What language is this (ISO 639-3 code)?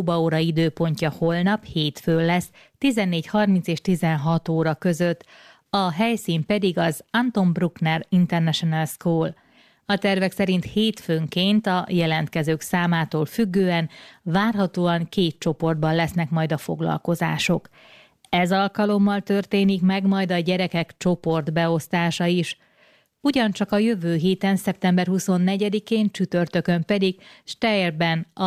hun